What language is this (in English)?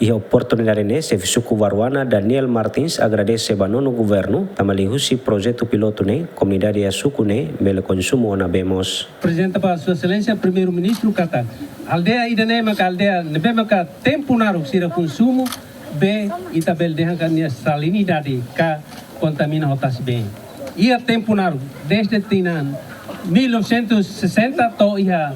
Tetum